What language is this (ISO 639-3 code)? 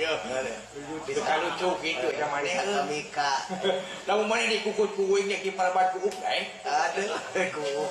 sun